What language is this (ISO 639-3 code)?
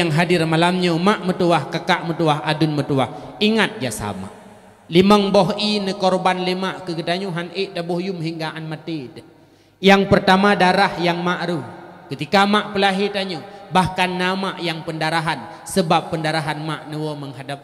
ace